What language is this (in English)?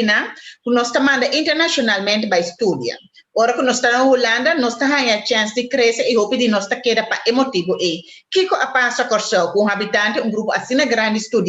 Papiamento